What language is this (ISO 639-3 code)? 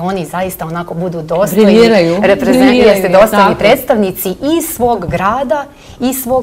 srp